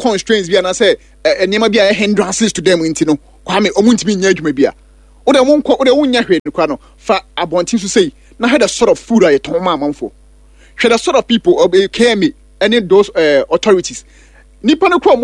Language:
Akan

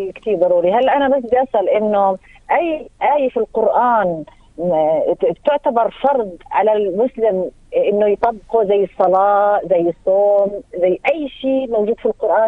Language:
North Levantine Arabic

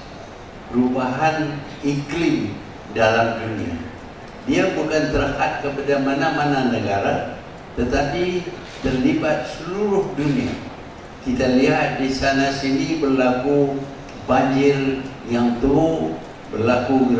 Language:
Malay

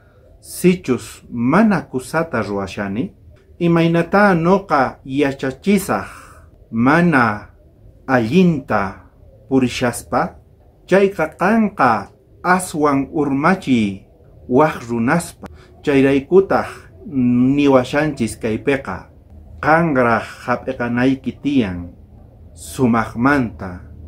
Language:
South Bolivian Quechua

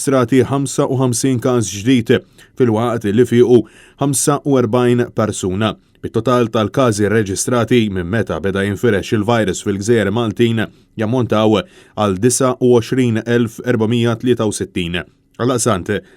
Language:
Maltese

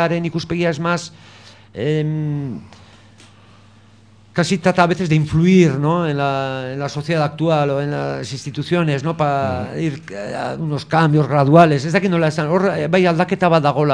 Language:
Basque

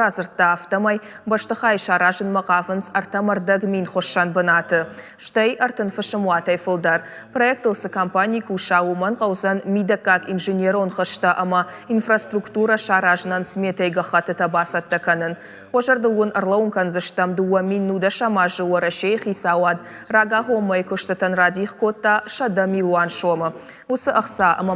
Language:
Ossetic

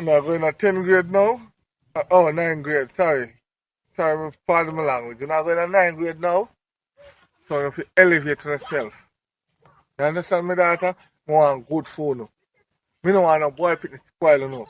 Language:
Jamaican Creole English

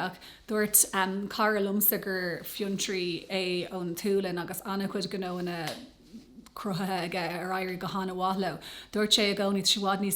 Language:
Irish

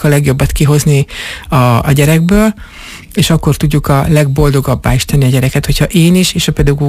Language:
Hungarian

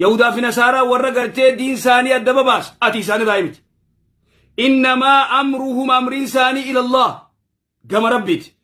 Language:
Oromo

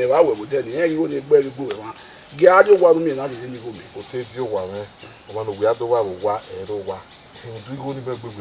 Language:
Bini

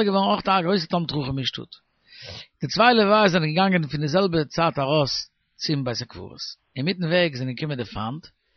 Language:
Yiddish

